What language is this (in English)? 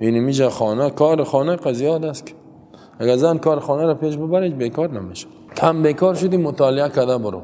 Persian